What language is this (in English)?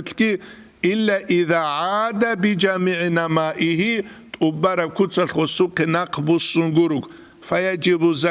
Avaric